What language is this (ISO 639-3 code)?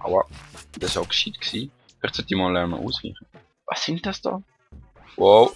gsw